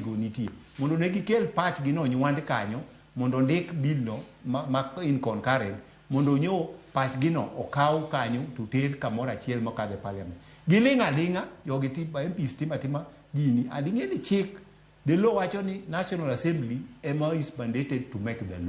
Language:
Luo (Kenya and Tanzania)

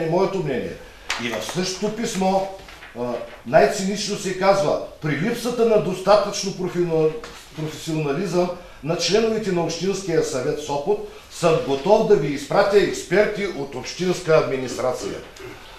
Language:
Bulgarian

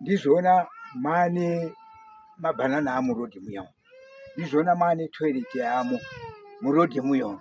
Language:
Shona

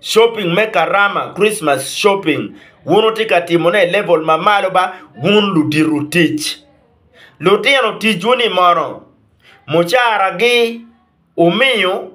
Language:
Acoli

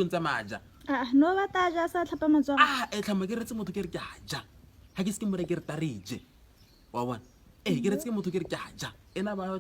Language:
Tswana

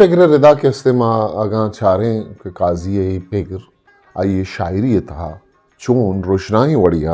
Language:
Eastern Balochi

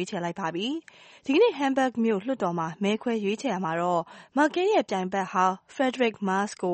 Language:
Burmese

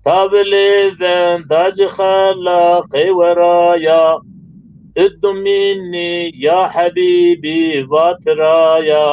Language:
Zaza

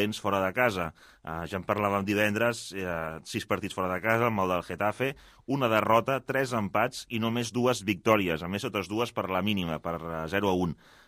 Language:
Catalan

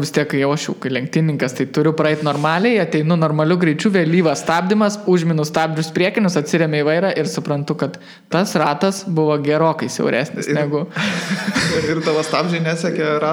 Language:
Lithuanian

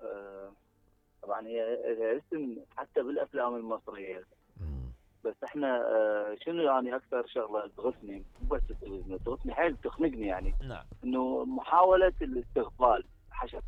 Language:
Mesopotamian Arabic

